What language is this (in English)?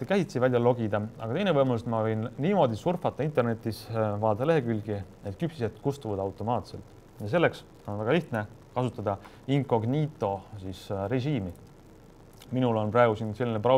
Estonian